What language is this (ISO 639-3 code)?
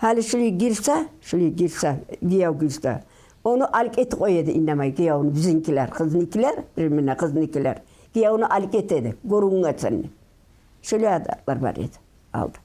kum